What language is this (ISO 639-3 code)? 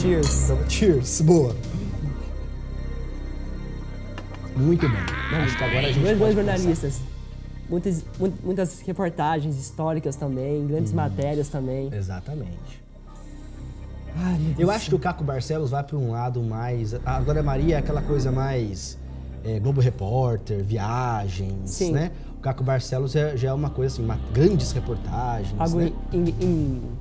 por